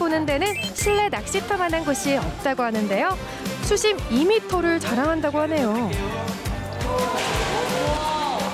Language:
Korean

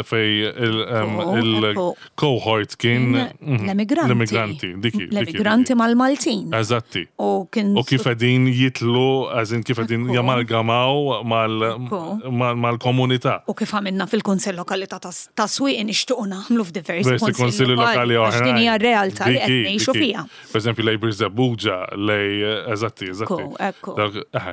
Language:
Maltese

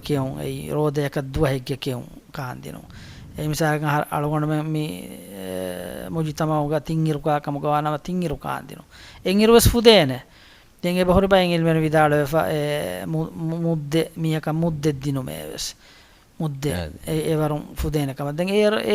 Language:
Divehi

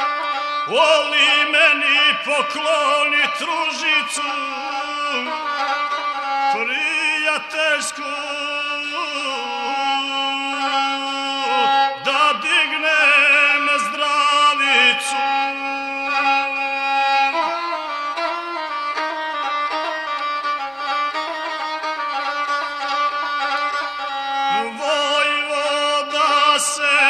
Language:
Serbian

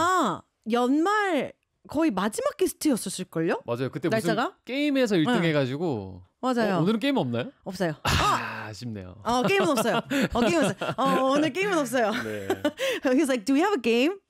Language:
Korean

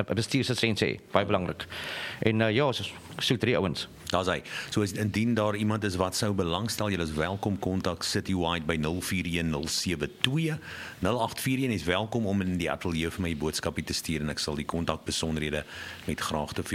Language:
Afrikaans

